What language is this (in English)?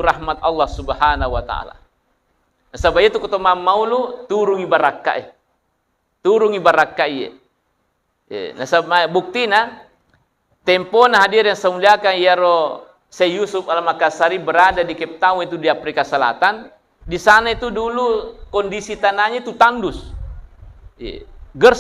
Buginese